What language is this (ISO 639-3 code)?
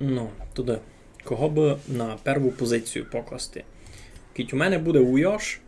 rue